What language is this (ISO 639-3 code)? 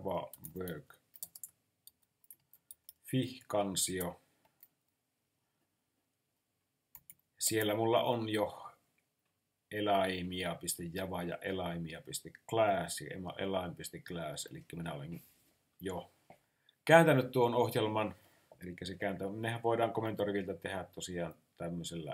fin